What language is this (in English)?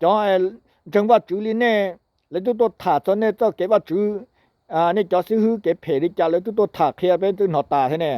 Hmong